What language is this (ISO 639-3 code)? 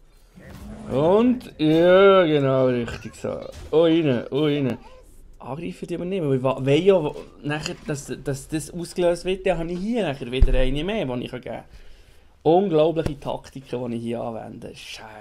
gsw